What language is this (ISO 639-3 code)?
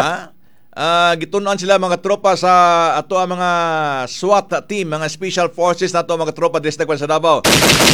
ceb